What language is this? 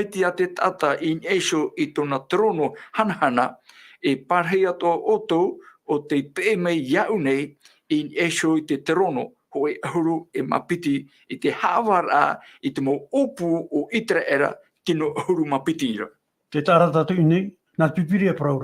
Tahitian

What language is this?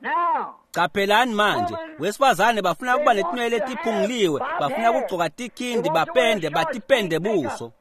Swati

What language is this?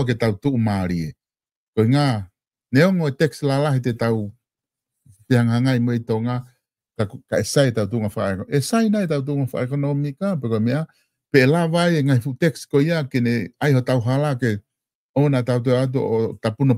Tongan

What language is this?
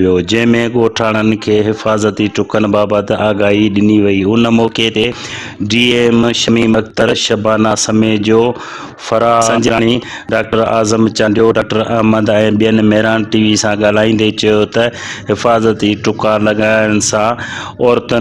Sindhi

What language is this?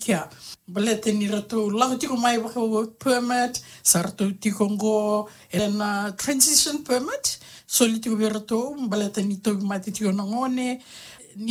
Fijian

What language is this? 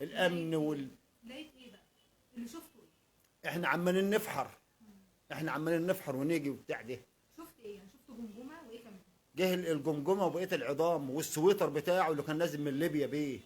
Egyptian Arabic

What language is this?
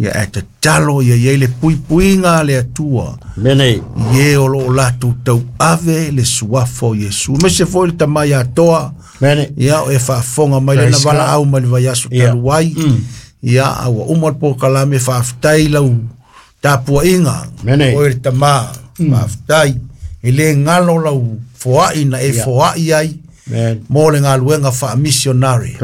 Samoan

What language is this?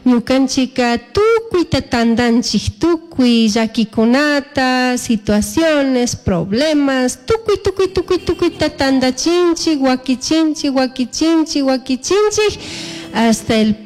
Chimborazo Highland Quichua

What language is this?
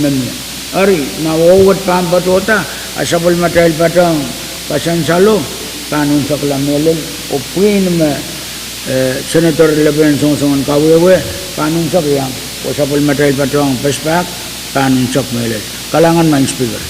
Pohnpeian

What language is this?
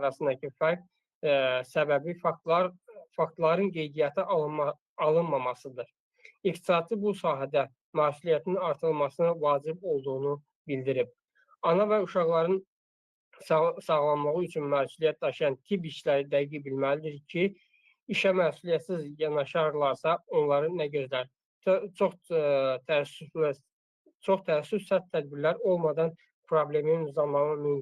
Azerbaijani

